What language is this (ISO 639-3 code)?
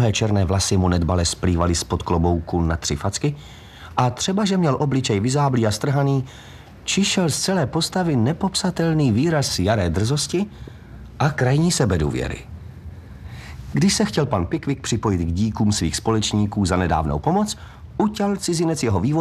ces